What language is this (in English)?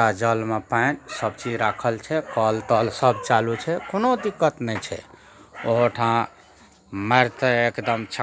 Maithili